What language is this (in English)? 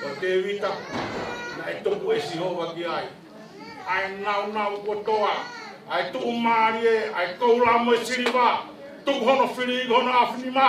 Tongan